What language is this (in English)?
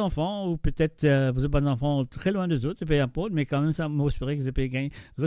Morisyen